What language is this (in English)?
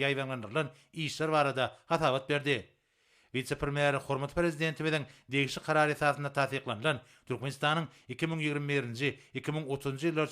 Turkmen